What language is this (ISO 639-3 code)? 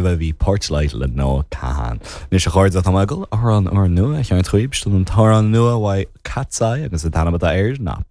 gle